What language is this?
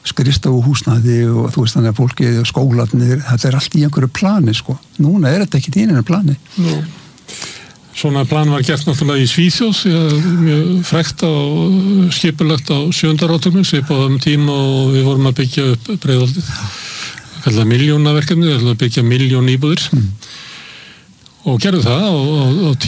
Icelandic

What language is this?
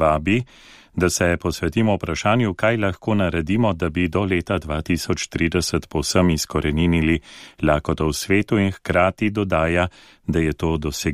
Slovenian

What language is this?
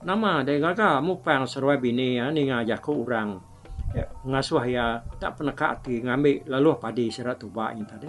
Iban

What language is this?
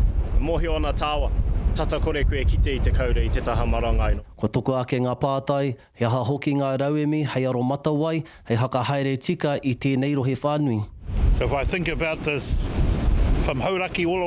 Māori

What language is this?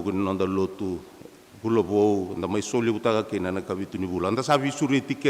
Fijian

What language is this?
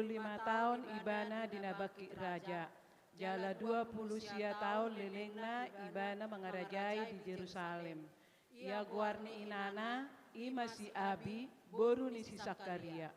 Batak Toba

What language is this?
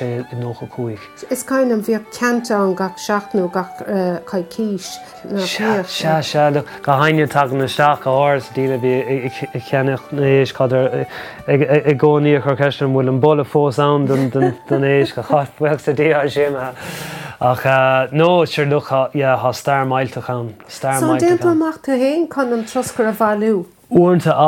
Irish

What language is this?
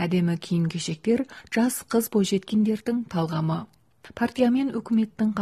Kazakh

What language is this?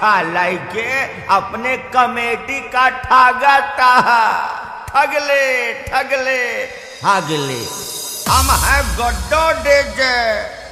Bhojpuri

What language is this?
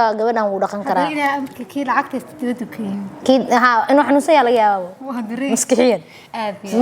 Somali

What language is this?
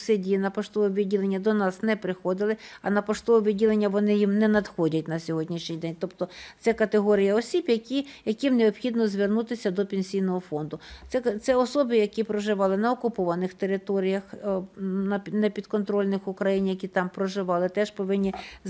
Ukrainian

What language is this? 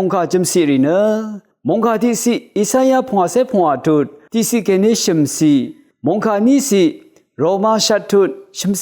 Rawang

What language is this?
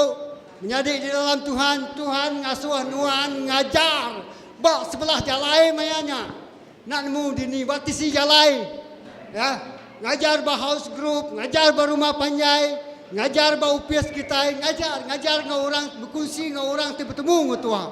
Iban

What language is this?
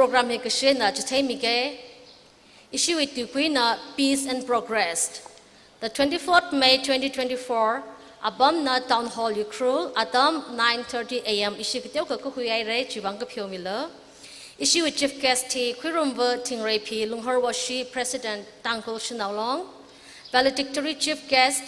Tangkhul Naga (India)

